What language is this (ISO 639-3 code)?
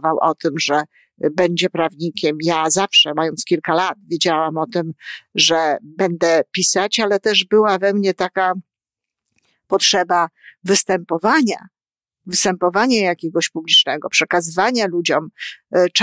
pol